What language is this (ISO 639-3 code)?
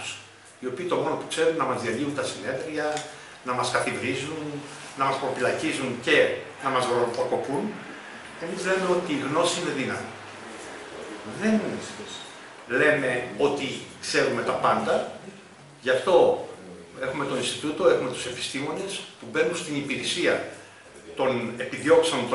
ell